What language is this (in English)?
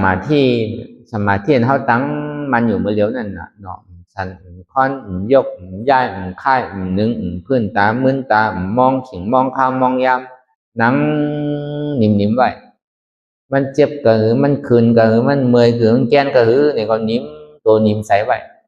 Shan